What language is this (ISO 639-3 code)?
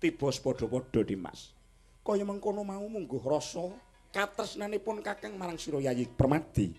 jav